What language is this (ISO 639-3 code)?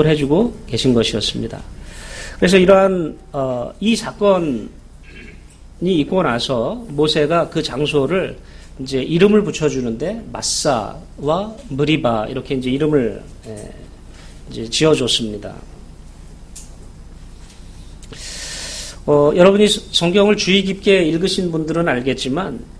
kor